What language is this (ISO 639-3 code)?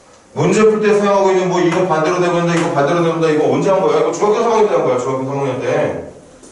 kor